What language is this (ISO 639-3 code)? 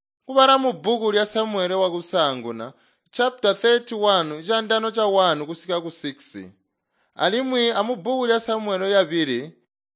toi